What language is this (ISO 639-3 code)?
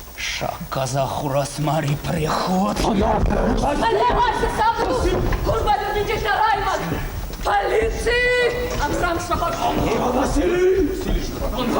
chv